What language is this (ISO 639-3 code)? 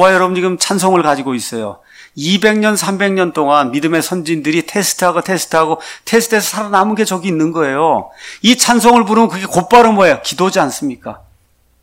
kor